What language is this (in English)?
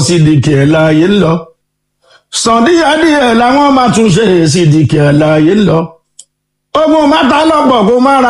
Yoruba